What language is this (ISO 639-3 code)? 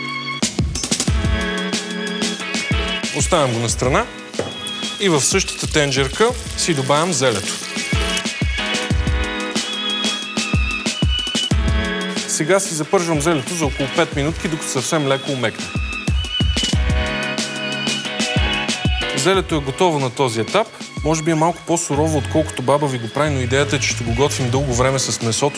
bul